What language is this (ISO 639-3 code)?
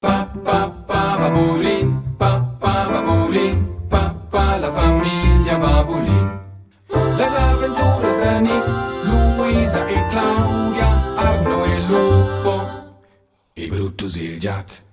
roh